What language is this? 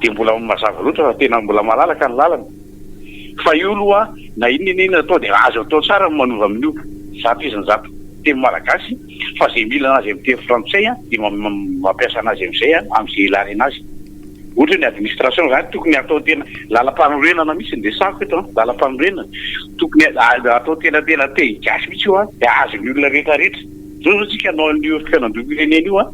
Malagasy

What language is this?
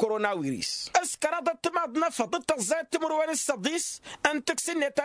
Tamasheq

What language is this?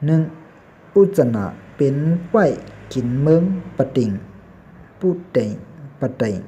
Shan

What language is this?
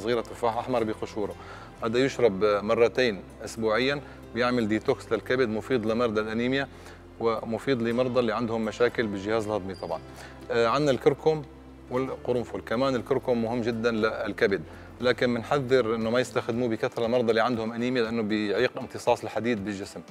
Algerian Arabic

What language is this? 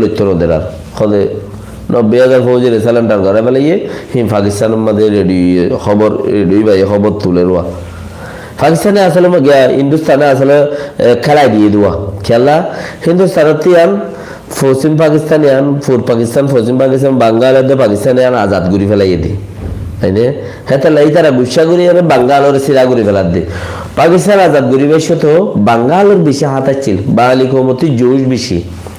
Rohingya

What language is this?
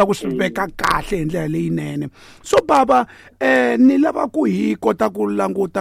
Tsonga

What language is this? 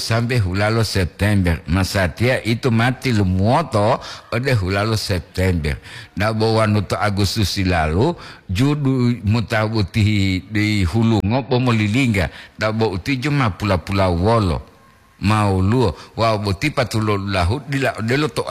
Gorontalo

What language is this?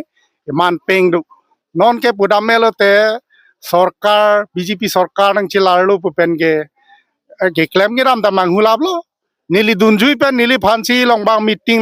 Karbi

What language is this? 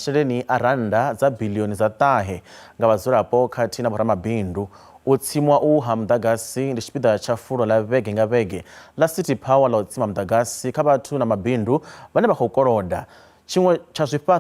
Venda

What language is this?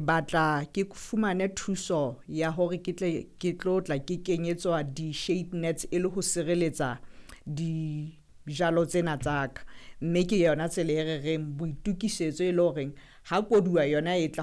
Southern Sotho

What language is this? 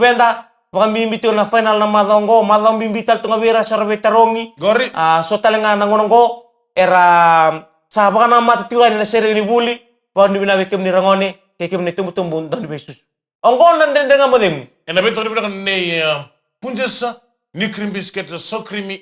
Fijian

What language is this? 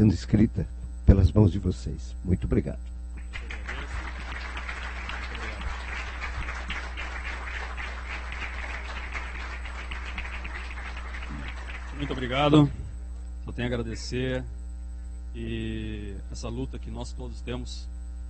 Portuguese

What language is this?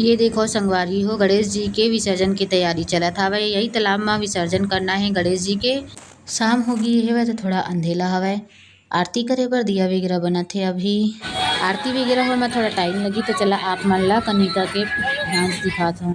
Chhattisgarhi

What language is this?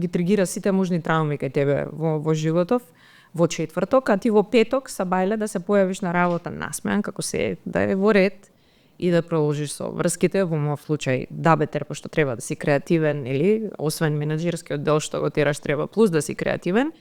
Macedonian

